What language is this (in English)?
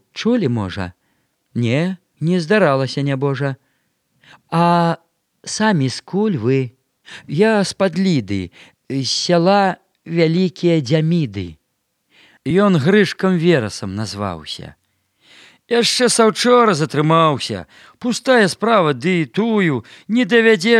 Belarusian